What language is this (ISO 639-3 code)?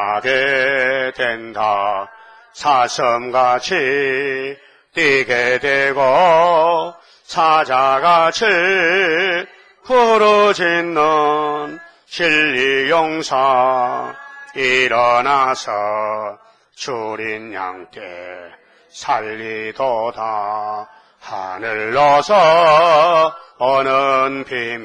kor